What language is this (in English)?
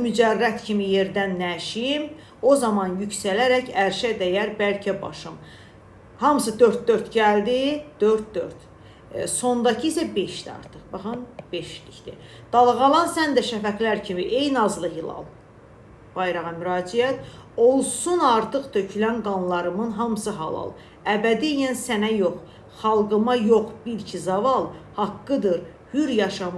Azerbaijani